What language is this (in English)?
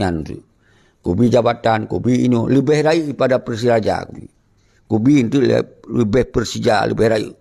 Achinese